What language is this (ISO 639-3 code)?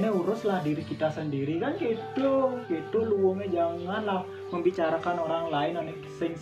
ban